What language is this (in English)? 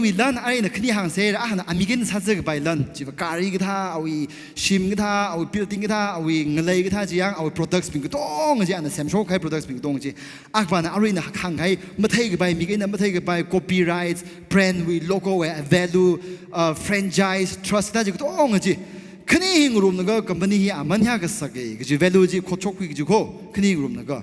Tangkhul Naga (India)